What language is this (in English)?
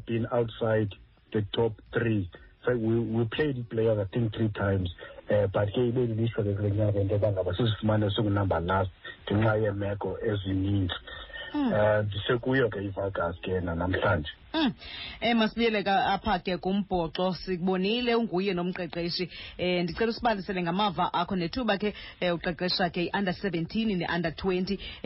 Xhosa